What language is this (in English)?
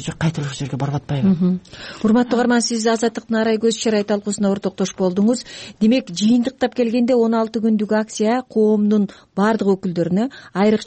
Kyrgyz